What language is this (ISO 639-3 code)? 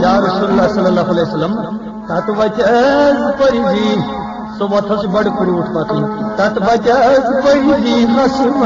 kas